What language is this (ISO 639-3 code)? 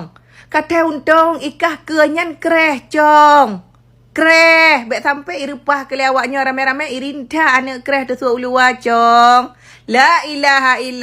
ace